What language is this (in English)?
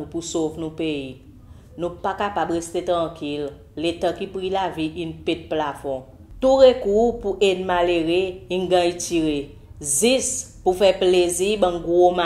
Seselwa Creole French